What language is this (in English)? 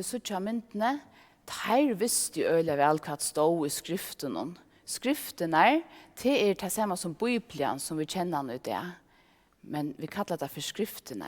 Faroese